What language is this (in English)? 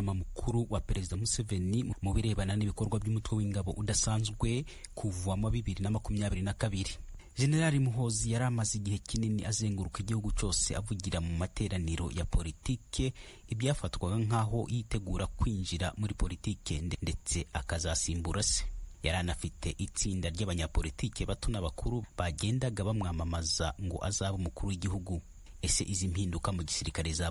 Kinyarwanda